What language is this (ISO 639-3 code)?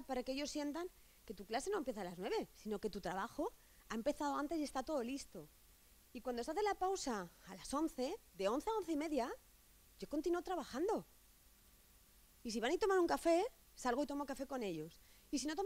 spa